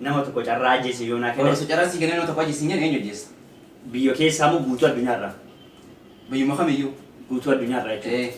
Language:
Oromo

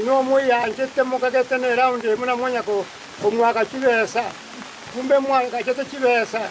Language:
Gusii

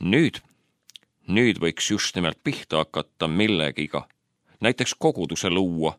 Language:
Estonian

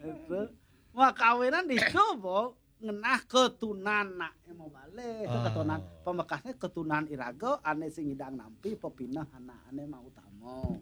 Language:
Balinese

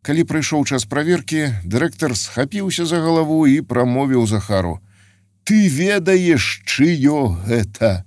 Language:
Belarusian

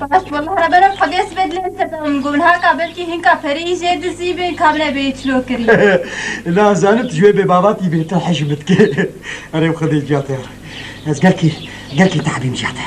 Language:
Kurdish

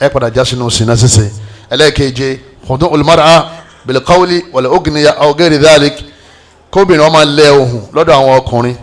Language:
Yoruba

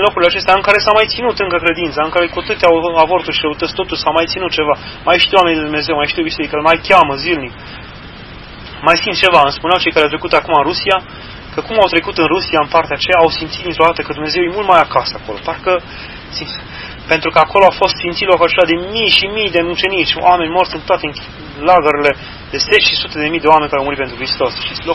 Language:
Romanian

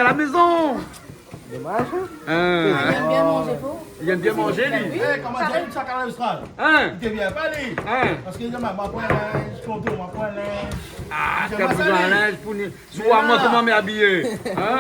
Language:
Réunion Creole French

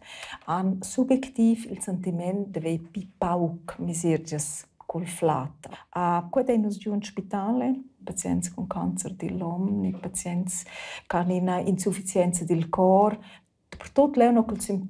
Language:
Romansh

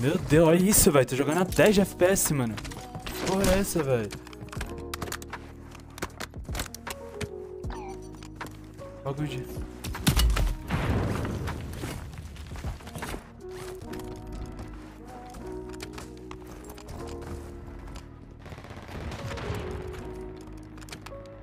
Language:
Portuguese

